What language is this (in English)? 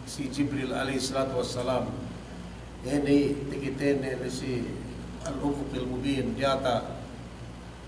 Yakan